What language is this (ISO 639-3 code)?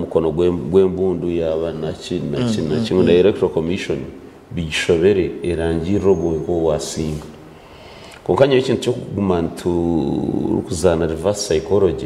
nyn